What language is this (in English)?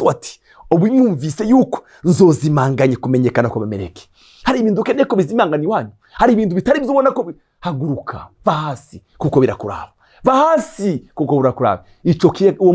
Rundi